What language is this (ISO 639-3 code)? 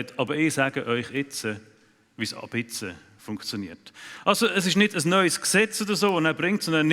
gsw